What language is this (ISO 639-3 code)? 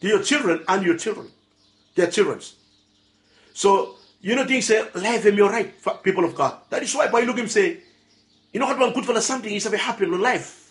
bis